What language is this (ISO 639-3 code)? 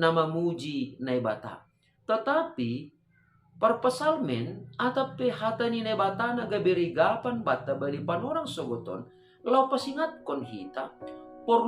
bts